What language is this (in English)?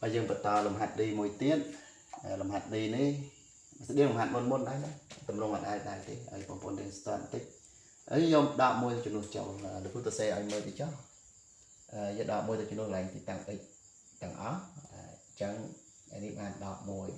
Khmer